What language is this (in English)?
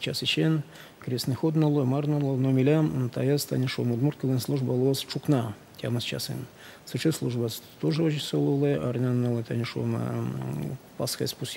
Udmurt